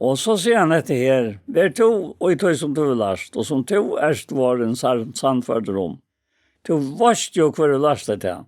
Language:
Faroese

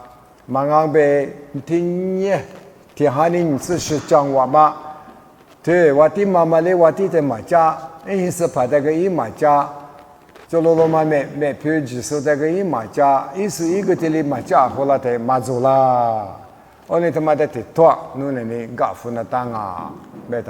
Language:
Lisu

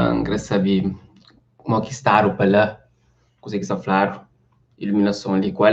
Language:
Kabuverdianu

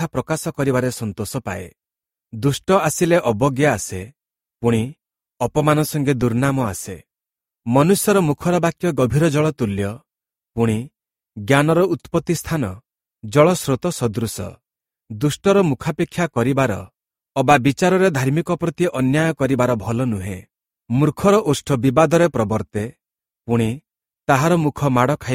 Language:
Odia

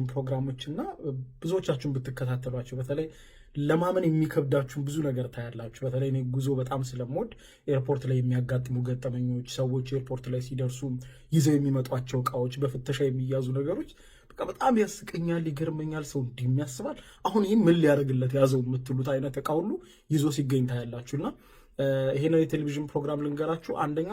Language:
Amharic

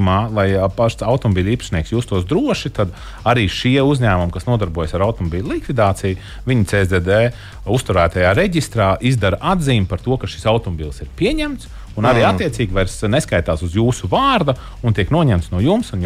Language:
Latvian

